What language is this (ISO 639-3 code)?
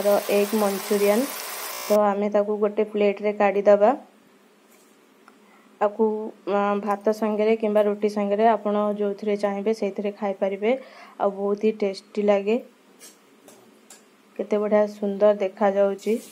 ori